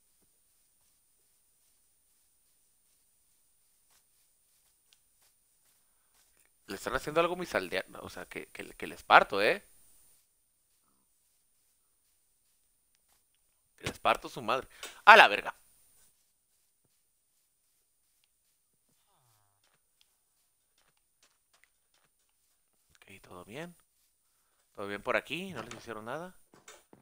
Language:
Spanish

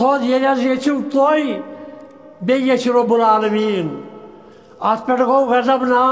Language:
Kashmiri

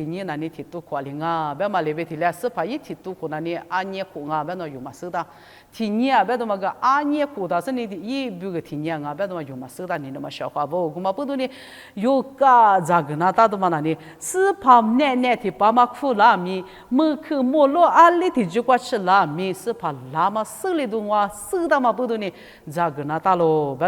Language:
Lisu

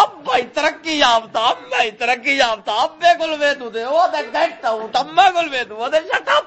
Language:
Saraiki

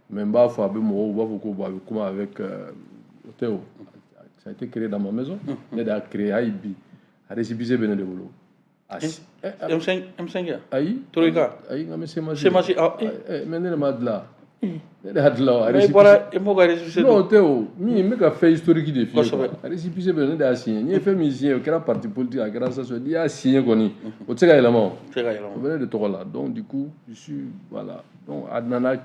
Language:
Bambara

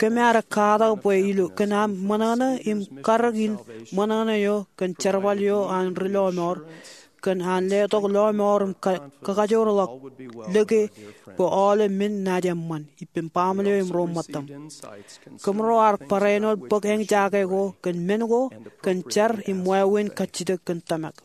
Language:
Marshallese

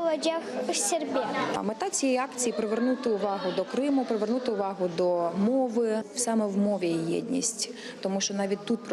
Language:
Crimean Tatar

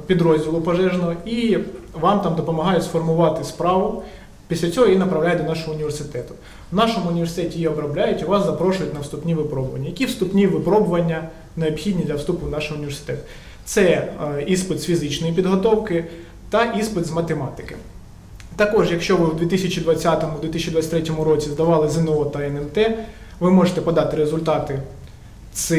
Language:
Ukrainian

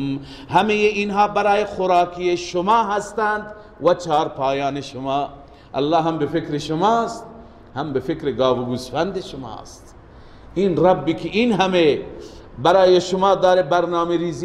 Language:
Persian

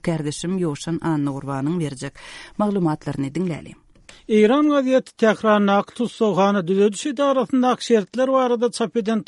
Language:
Turkmen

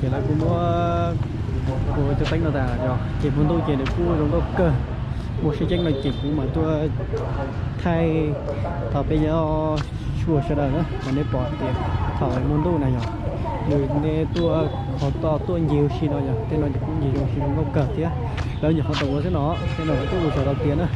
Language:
Hmong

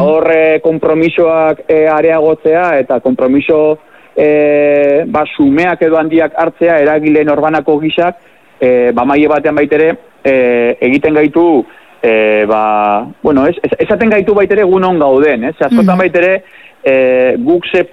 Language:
Basque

